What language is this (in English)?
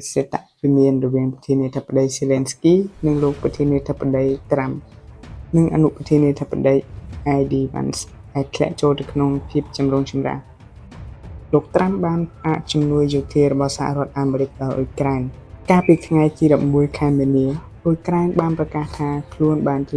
Khmer